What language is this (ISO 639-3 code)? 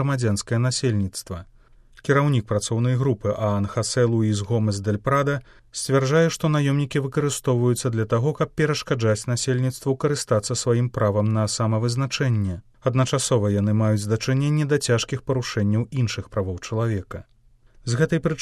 bel